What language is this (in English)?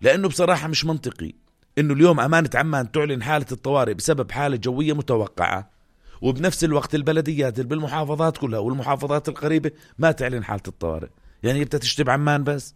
North Levantine Arabic